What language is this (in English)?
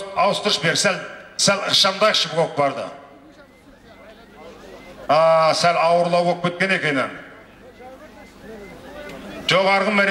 Kazakh